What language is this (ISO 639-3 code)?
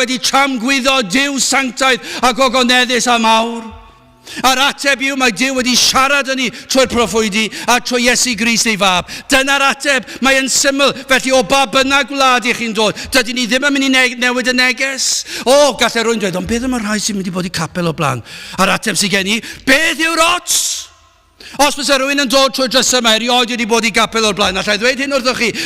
cym